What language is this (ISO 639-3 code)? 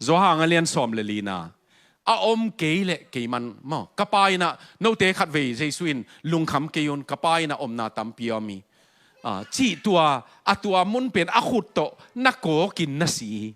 ctd